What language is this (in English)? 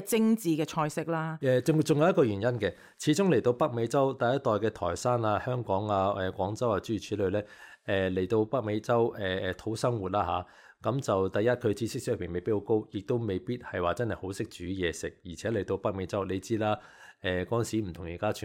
Cantonese